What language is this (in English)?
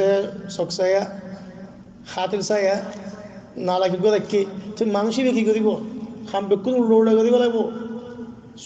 Rohingya